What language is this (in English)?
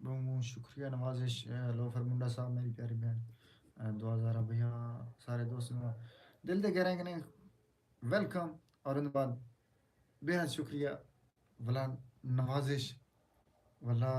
Saraiki